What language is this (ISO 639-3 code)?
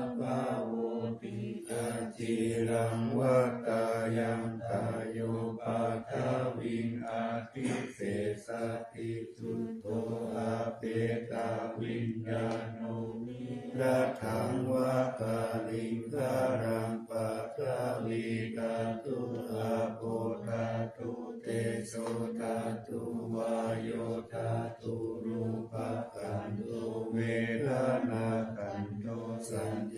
pli